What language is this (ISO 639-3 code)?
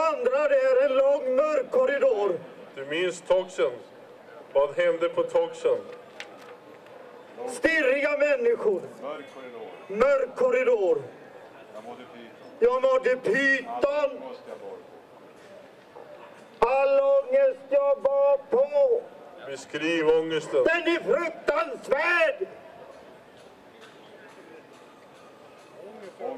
swe